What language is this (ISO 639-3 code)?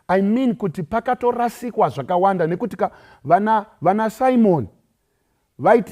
sna